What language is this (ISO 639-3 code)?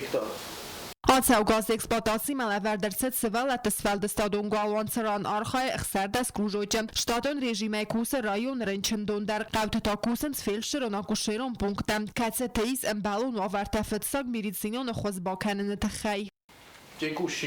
oss